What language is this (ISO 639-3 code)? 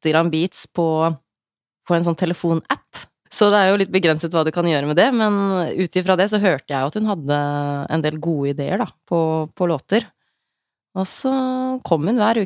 nor